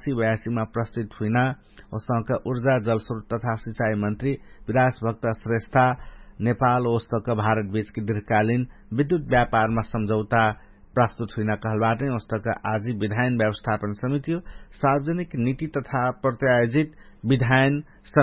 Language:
Dangaura Tharu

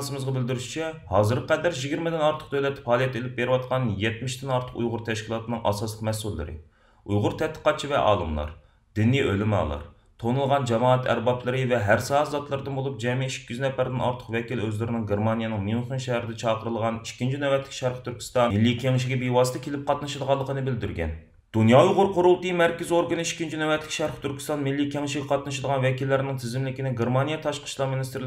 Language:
Uyghur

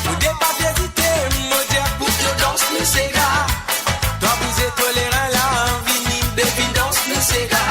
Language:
Morisyen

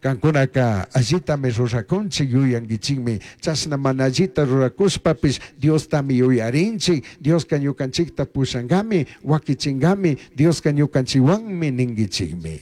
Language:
Chimborazo Highland Quichua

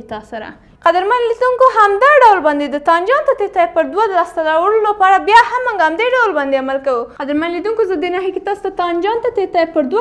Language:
Pashto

